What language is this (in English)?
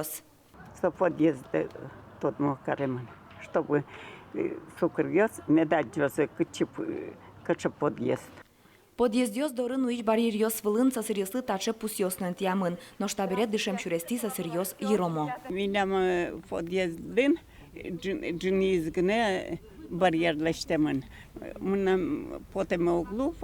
Udmurt